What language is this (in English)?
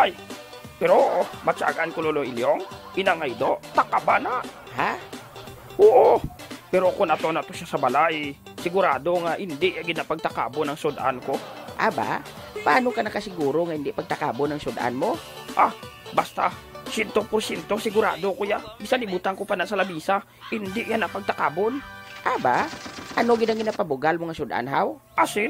Hiligaynon